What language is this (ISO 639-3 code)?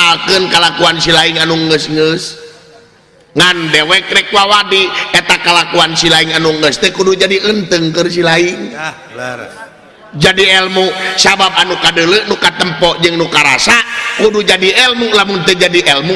sun